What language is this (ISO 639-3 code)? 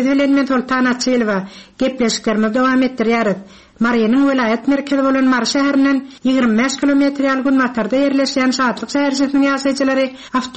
tuk